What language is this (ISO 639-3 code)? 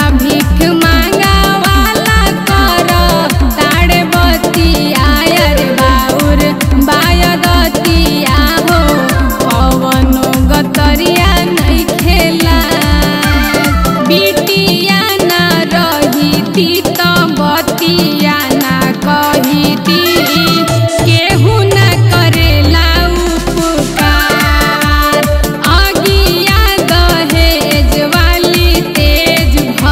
bho